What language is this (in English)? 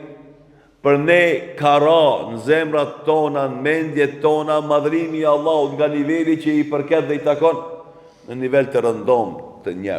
Albanian